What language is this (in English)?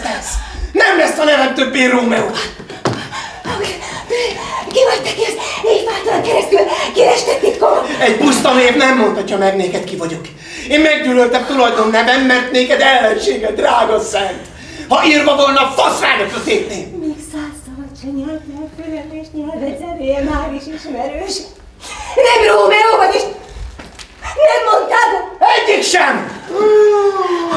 Hungarian